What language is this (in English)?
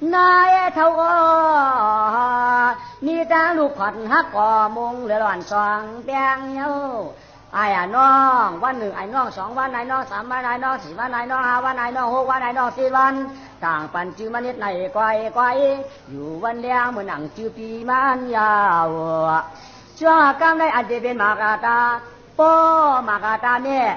Shan